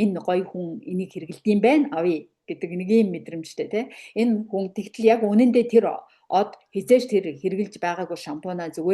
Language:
Mongolian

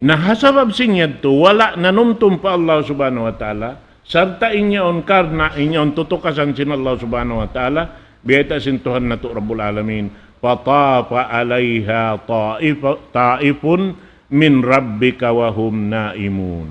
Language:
Tausug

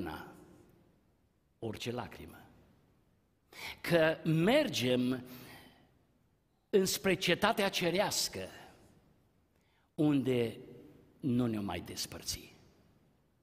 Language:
Romanian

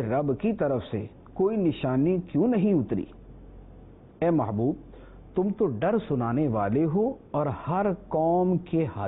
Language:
Urdu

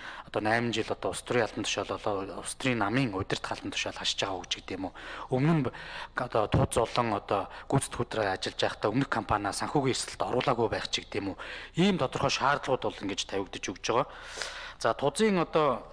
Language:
Mongolian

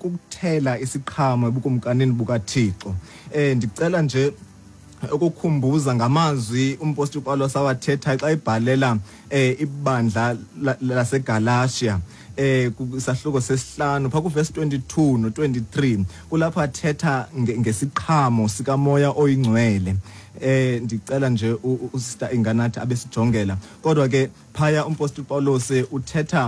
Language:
Xhosa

